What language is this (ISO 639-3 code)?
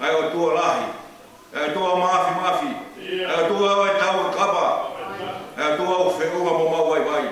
ton